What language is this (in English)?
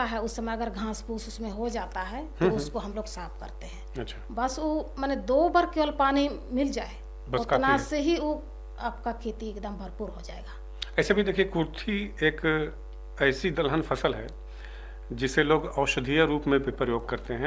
Hindi